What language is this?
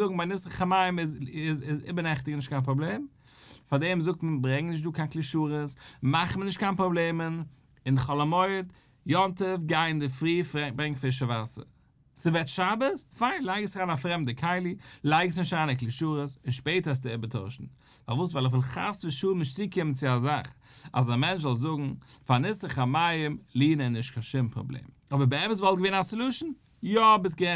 Yiddish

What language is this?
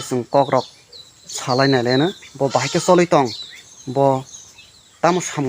Kok Borok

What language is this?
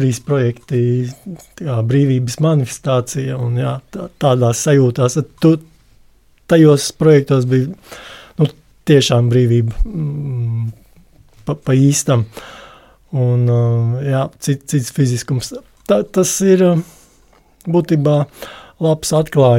Latvian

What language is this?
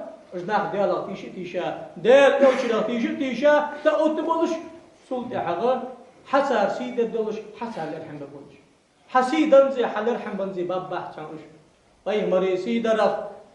Ingush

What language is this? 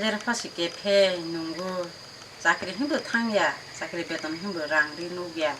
Kok Borok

